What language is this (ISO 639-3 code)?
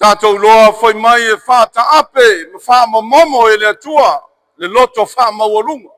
smo